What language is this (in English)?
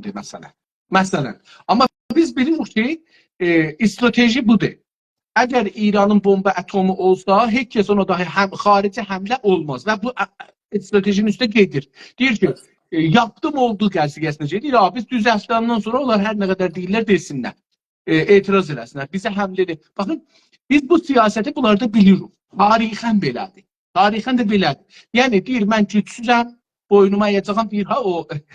South Azerbaijani